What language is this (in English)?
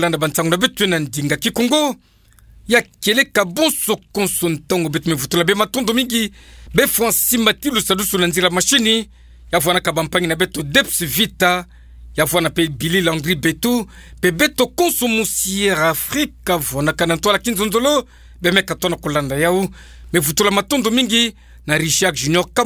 Kituba (Democratic Republic of Congo)